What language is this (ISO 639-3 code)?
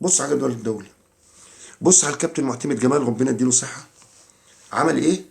arz